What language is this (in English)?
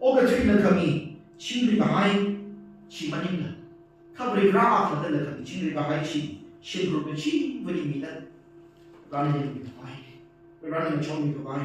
Tangkhul Naga (India)